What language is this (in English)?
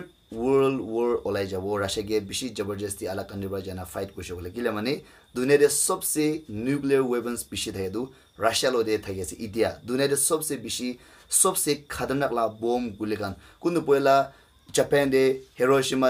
Naga Pidgin